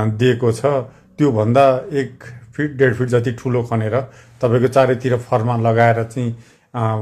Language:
Nepali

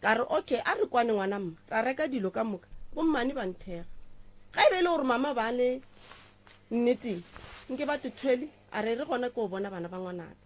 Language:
Northern Sotho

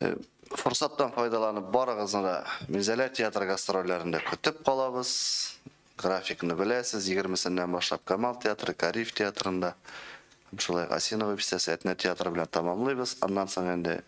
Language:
Tatar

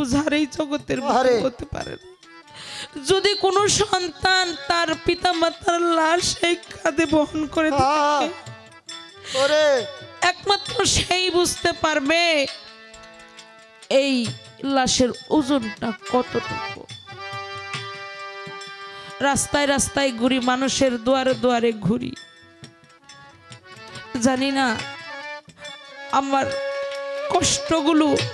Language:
Bangla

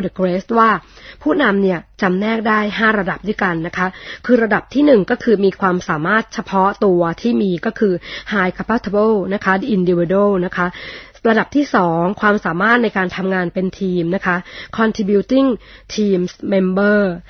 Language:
Thai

